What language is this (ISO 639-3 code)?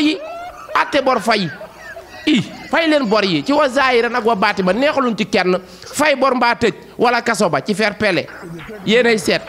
wol